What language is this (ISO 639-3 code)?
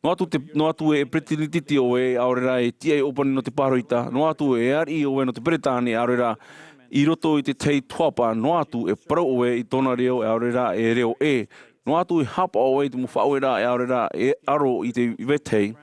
tah